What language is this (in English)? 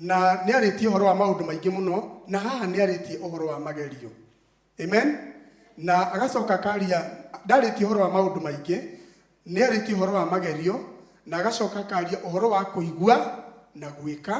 Kikuyu